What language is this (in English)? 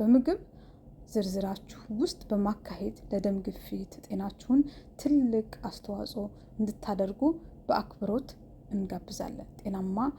Amharic